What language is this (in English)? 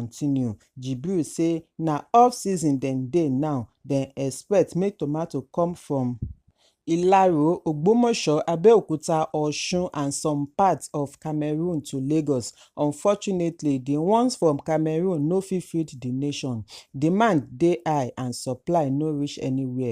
Nigerian Pidgin